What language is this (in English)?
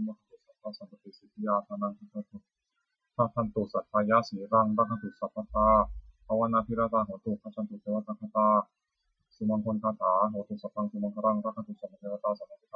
Pali